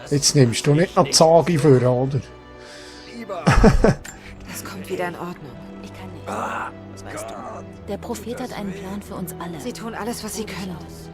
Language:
Swiss German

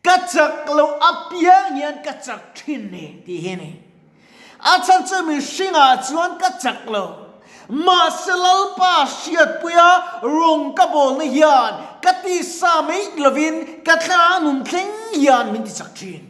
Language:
Mizo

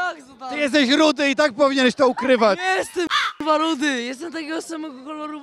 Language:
Polish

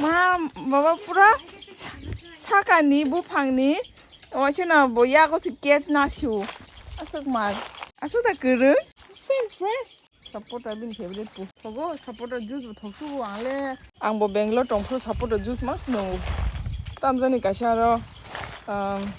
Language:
Kok Borok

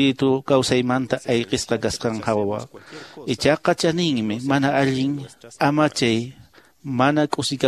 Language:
Quechua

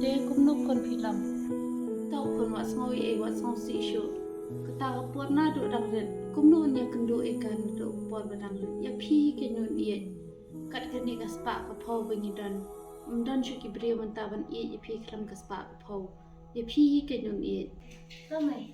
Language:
Khasi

